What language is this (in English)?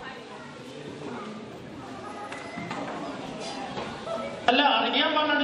Malayalam